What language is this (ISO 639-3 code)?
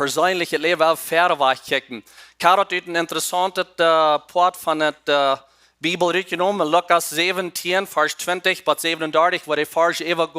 pdt